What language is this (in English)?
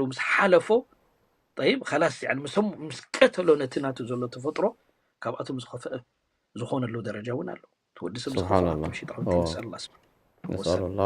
Tigrinya